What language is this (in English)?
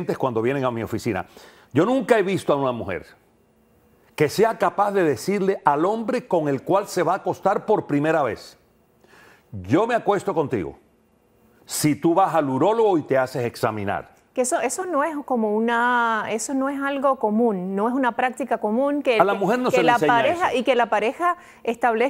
Spanish